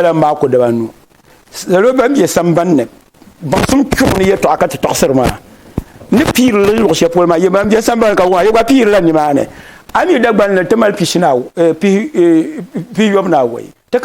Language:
Dagbani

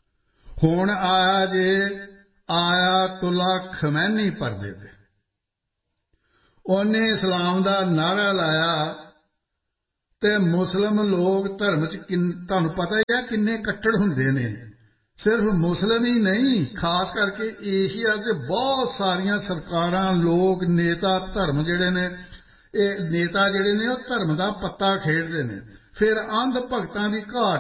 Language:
Punjabi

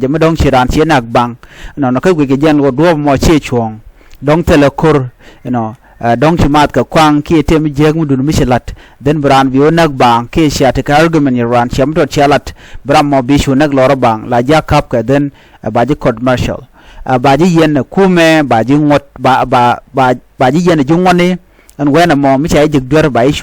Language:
Nuer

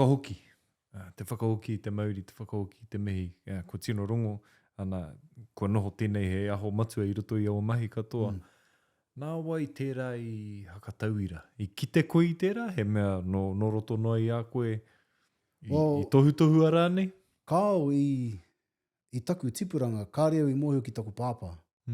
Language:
Māori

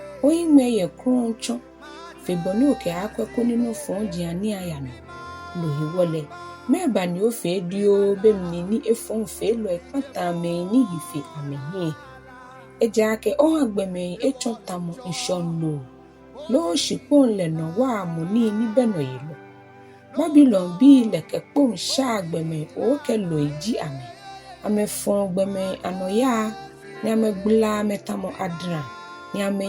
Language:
Ga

